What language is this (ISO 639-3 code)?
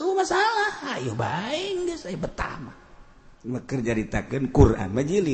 sun